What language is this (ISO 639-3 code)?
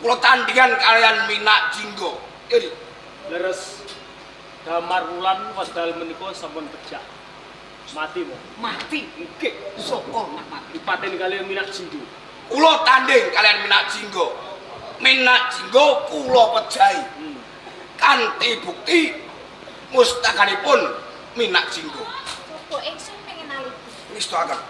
jav